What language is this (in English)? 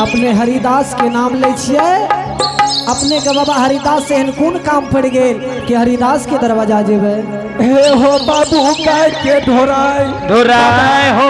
Angika